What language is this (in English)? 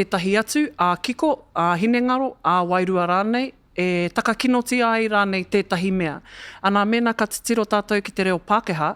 Māori